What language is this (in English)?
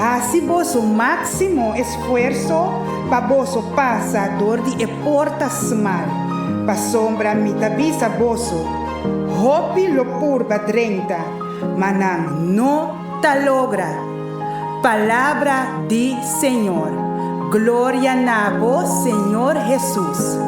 Papiamento